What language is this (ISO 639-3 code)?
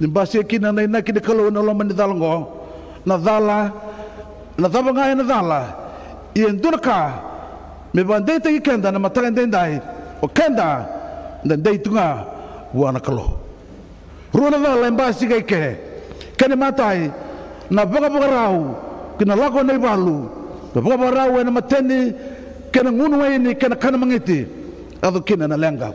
fij